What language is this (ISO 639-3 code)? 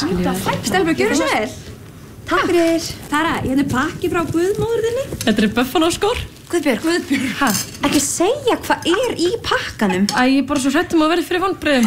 isl